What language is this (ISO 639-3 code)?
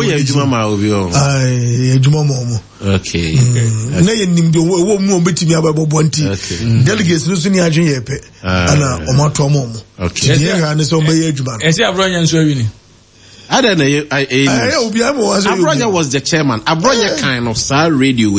aka